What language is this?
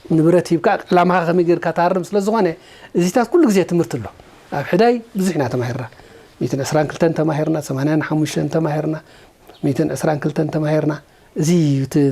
Tigrinya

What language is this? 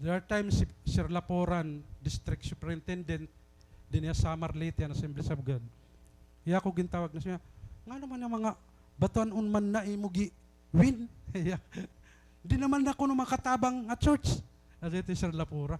Waray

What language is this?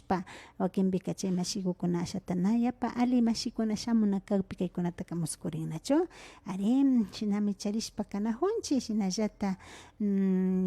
Imbabura Highland Quichua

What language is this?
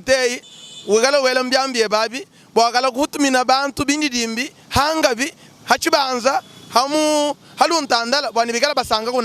Luba-Lulua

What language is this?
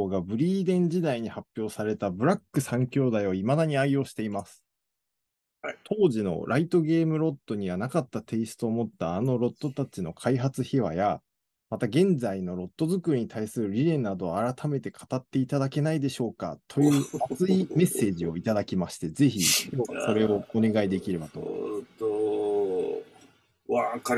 Japanese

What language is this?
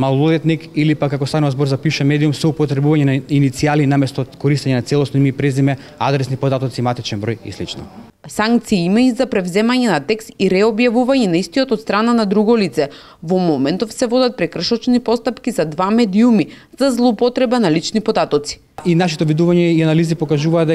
Macedonian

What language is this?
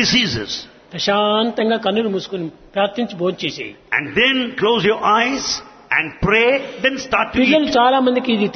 Telugu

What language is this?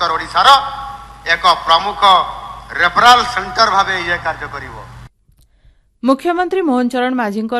Odia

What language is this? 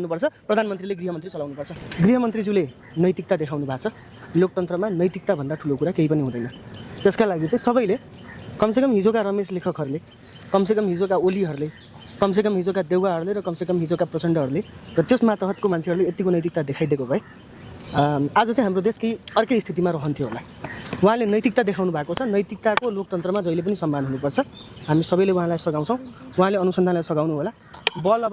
Nepali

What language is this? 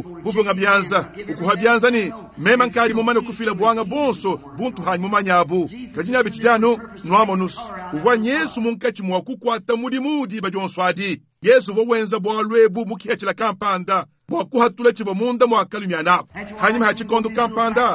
Luba-Lulua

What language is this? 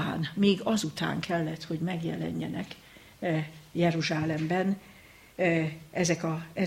Hungarian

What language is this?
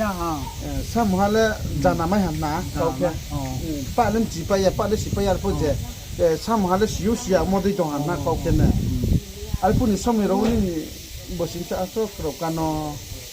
Riang (India)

